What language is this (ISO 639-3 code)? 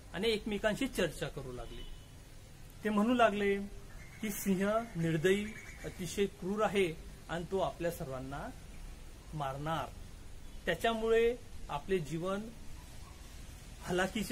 mar